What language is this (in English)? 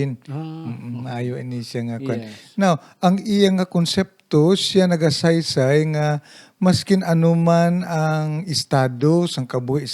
Hiligaynon